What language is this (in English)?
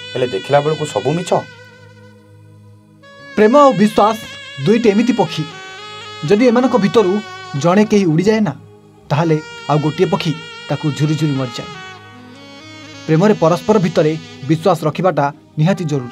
Odia